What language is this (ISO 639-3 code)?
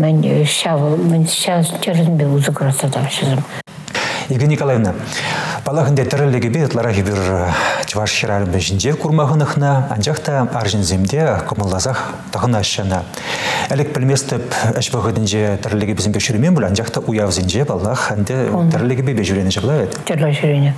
chv